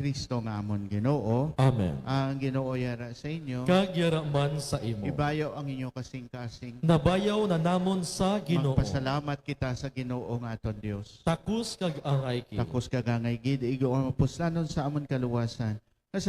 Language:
Hiligaynon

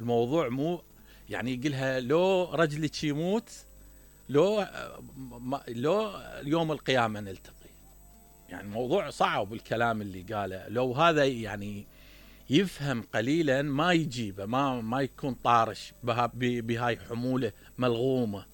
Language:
Mesopotamian Arabic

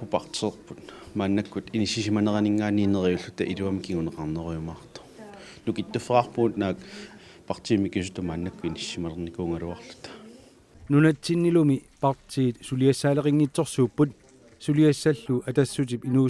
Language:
Kalaallisut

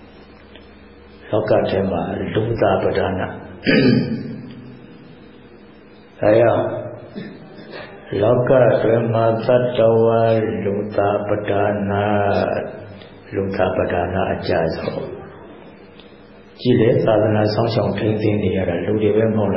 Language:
Burmese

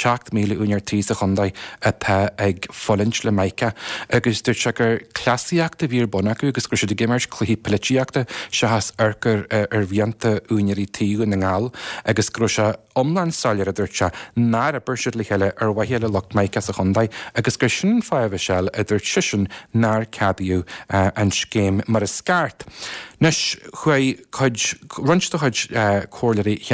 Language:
Irish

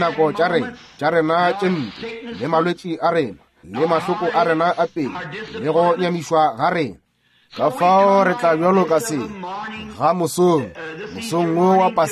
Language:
Northern Sotho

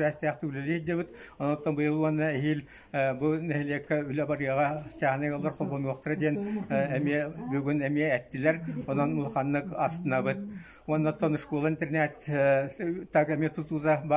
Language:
Yakut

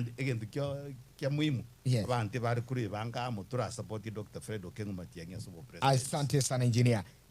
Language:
Gusii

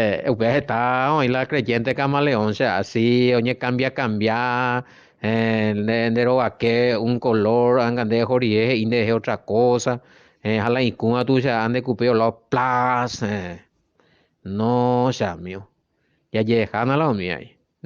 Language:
Guarani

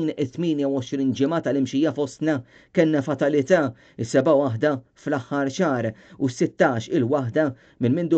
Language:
Maltese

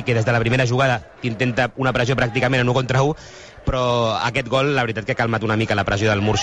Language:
Catalan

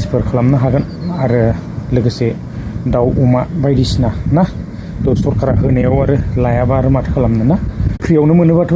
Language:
Bodo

